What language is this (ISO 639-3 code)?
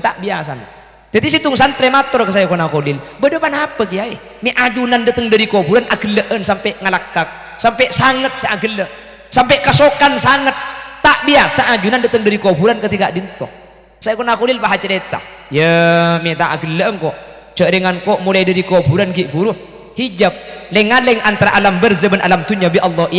mad